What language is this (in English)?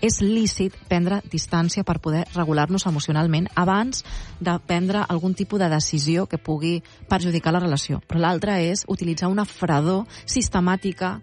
Catalan